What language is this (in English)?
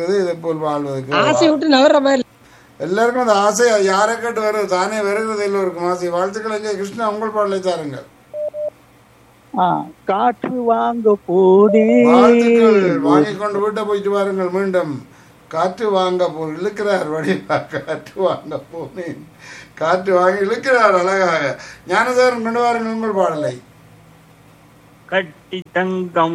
Tamil